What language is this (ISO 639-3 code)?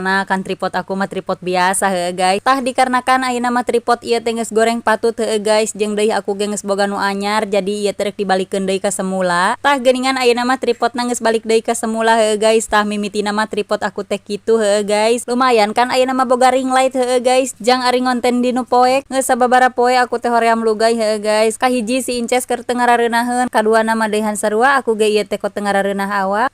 sun